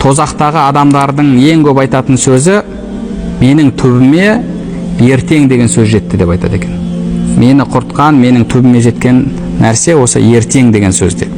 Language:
Kazakh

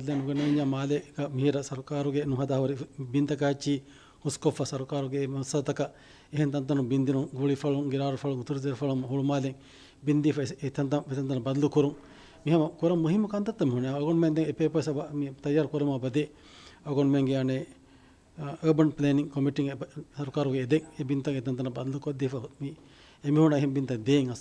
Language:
Divehi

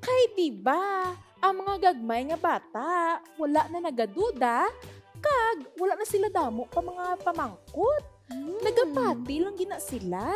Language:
Hiligaynon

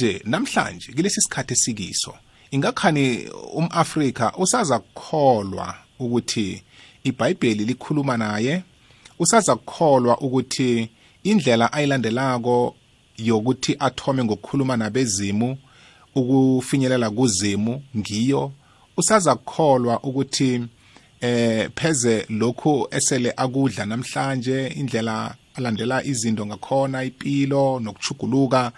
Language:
South Ndebele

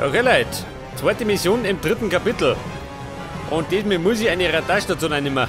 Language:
Bavarian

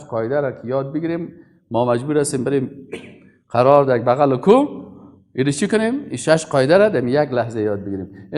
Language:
Persian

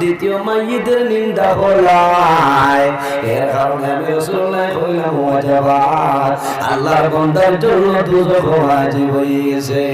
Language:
Sylheti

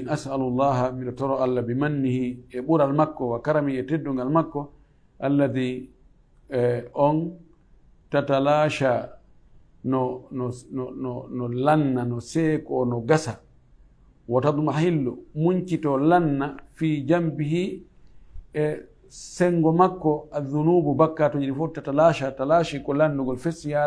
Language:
Fula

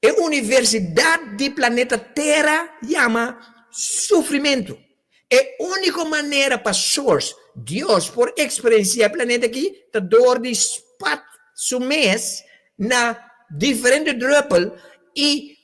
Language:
Papiamento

